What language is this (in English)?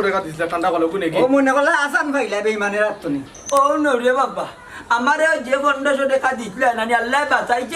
Sylheti